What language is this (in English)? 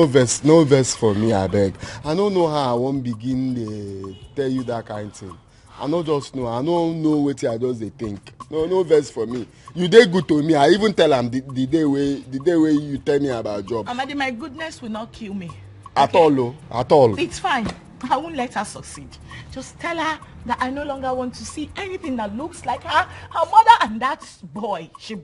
Nigerian Pidgin